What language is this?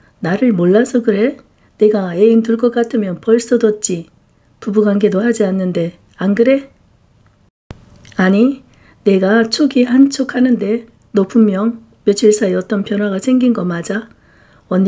Korean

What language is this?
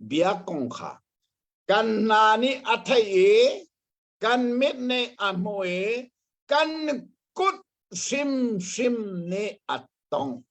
Hakha Chin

